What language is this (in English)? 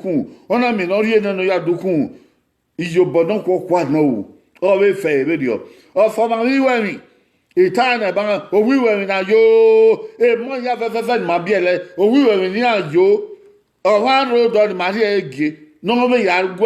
Bini